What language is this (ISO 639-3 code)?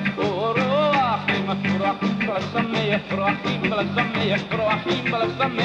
eng